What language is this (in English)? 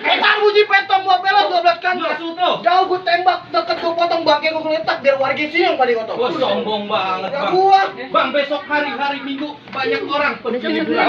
Betawi